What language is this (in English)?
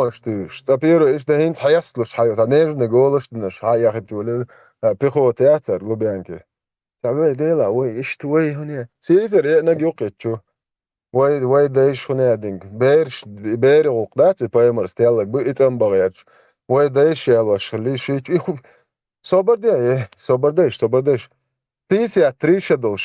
Chechen